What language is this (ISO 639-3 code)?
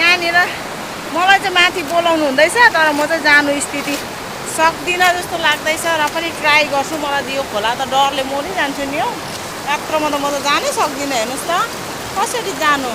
nep